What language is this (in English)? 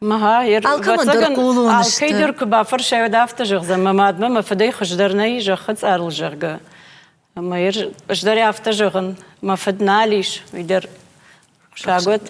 Ossetic